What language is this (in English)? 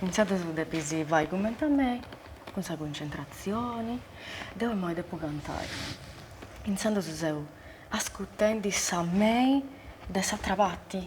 Sardinian